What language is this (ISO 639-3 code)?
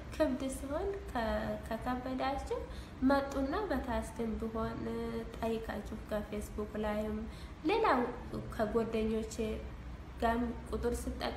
amh